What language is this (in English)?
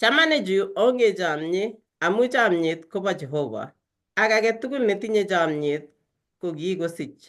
Kalenjin